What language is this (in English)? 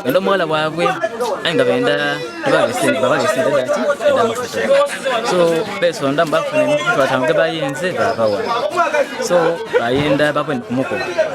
Ganda